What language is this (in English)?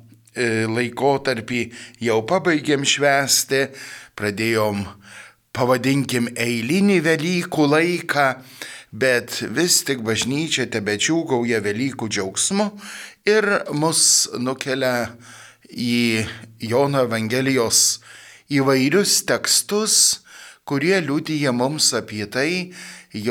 Lithuanian